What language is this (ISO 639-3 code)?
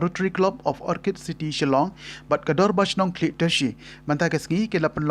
kha